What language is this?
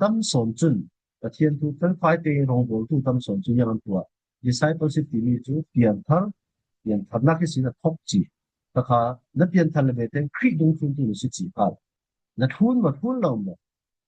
Falam Chin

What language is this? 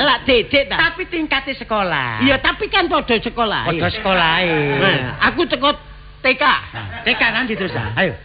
Javanese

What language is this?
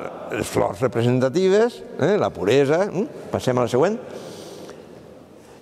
Catalan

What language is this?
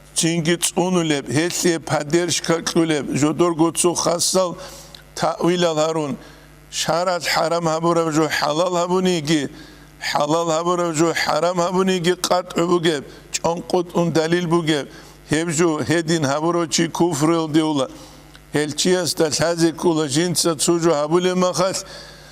Avaric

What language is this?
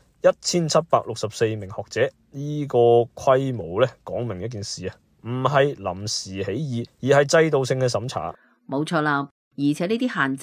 Cantonese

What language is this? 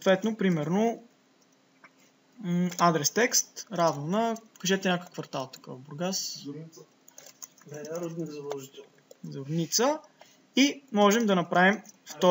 Bulgarian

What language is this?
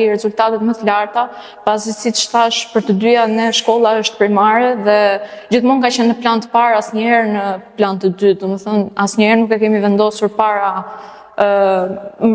Albanian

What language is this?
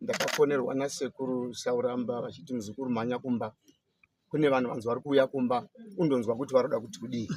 Shona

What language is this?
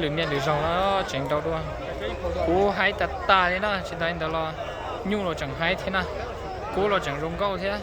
Hmong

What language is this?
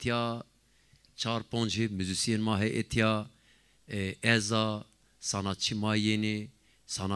Zaza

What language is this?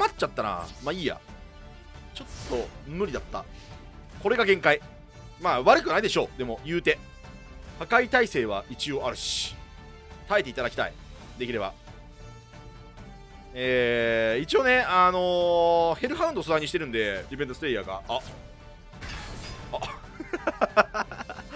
Japanese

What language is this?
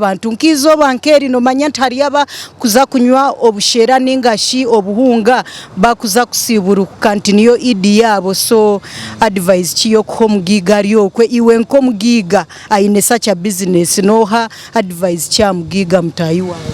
Nyankole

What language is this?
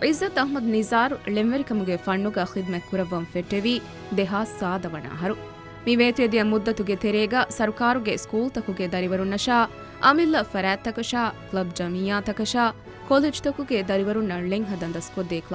Divehi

